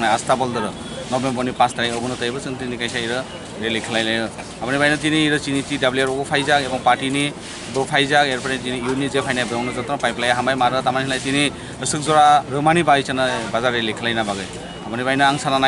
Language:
Kok Borok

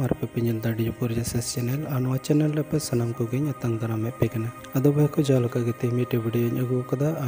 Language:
Santali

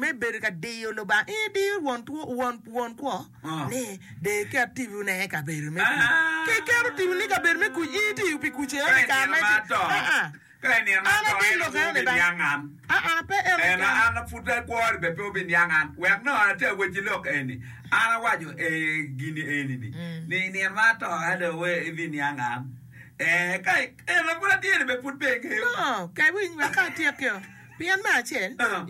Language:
Acoli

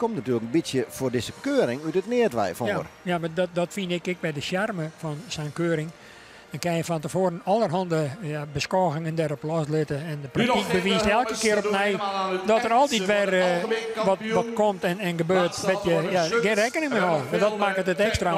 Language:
Western Frisian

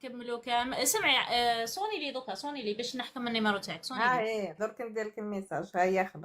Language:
Algerian Arabic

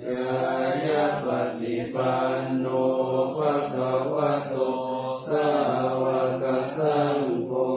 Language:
Pali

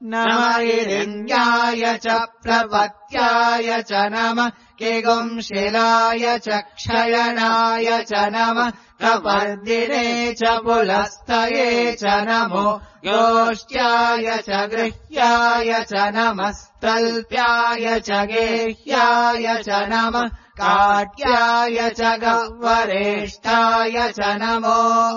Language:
Sanskrit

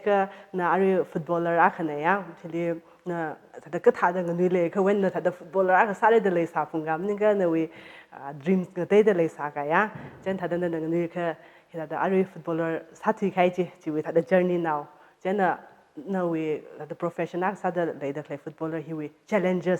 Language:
Tangkhul Naga (India)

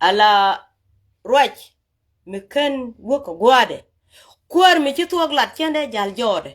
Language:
Nuer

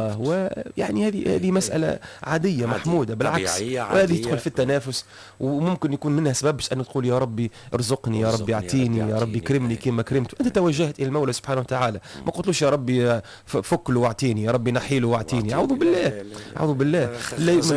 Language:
Tunisian Arabic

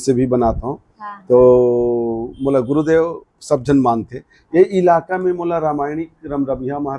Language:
Chhattisgarhi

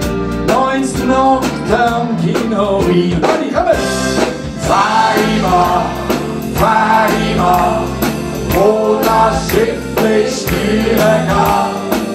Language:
Swiss German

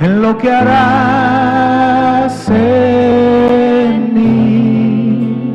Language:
South Bolivian Quechua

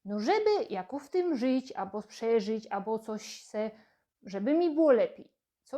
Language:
Silesian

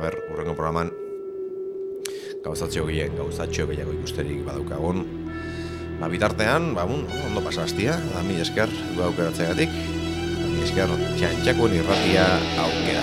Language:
Basque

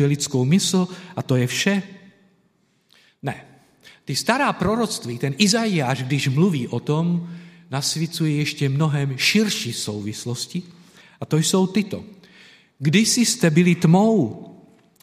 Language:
Czech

